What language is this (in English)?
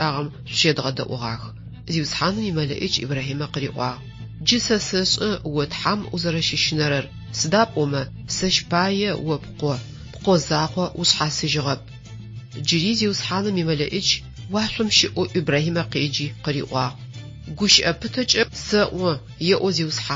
Adyghe